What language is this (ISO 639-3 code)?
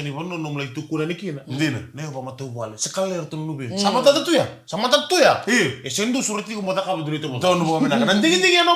fij